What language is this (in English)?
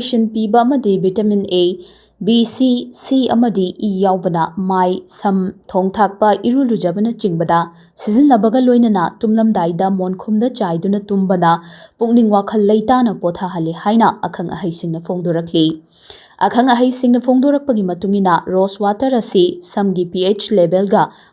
Manipuri